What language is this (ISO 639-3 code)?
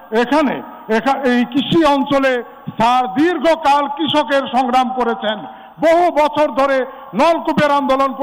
ben